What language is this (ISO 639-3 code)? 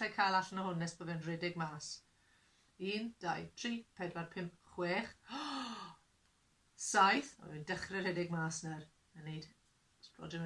cym